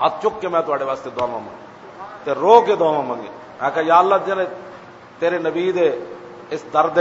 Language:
Western Panjabi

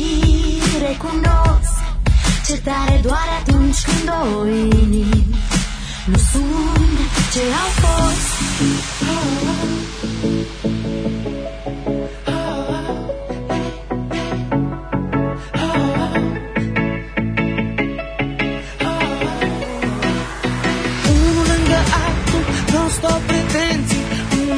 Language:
Romanian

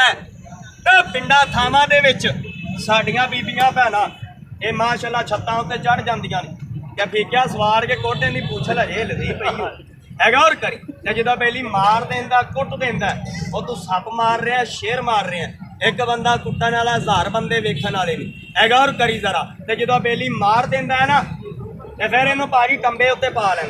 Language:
Saraiki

